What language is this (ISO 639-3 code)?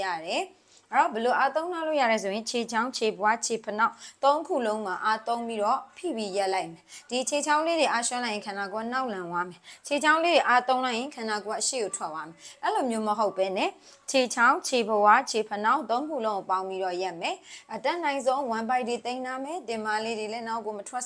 mya